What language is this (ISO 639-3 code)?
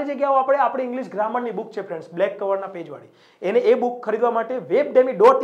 guj